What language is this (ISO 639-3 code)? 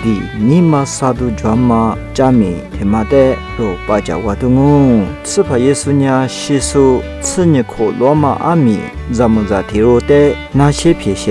lis